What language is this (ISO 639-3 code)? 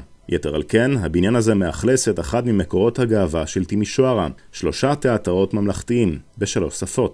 heb